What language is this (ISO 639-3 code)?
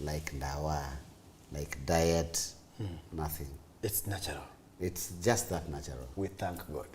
kam